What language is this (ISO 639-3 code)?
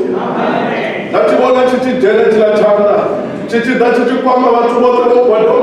ven